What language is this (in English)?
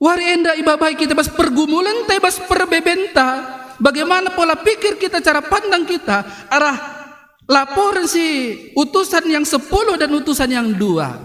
Batak Karo